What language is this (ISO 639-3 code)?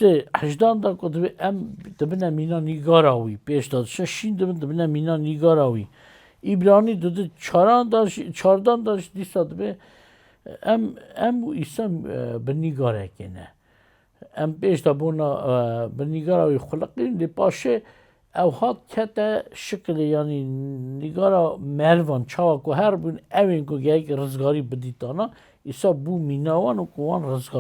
kur